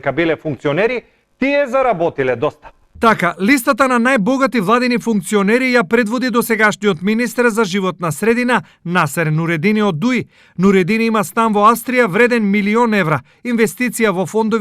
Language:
Macedonian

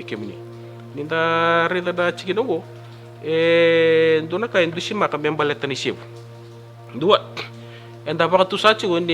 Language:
Fijian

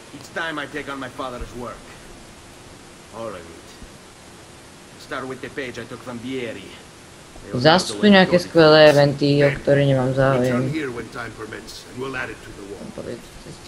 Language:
Slovak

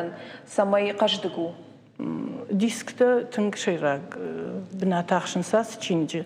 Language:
Ossetic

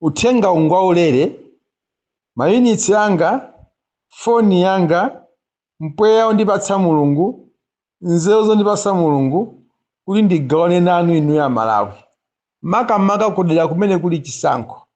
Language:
Nyanja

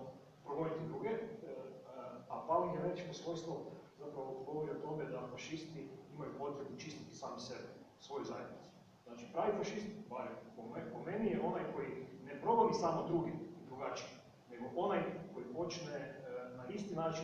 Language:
Croatian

